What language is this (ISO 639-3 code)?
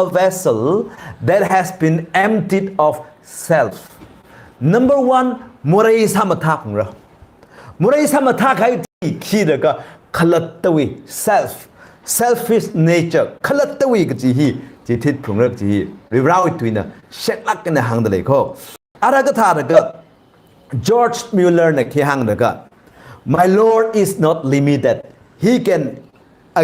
nmf